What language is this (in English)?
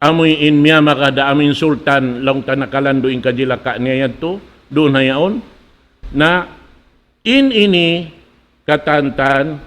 Tausug